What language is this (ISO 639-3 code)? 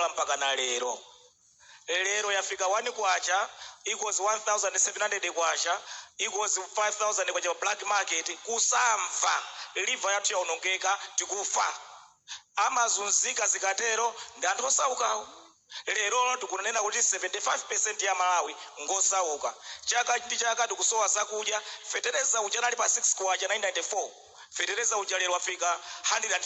nya